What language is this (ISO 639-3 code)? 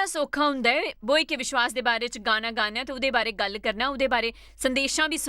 doi